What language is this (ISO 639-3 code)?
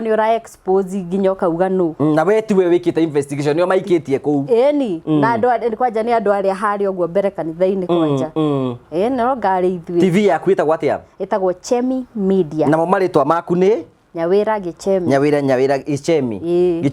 kik